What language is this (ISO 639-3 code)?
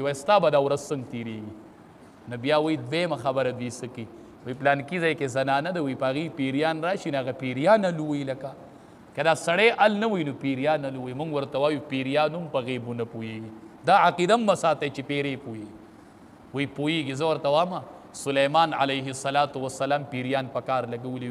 pus